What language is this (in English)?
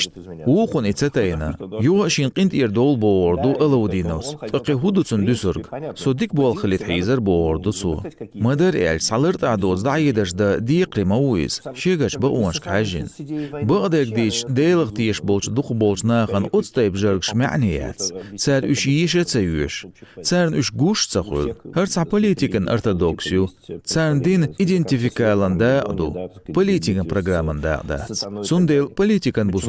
Chechen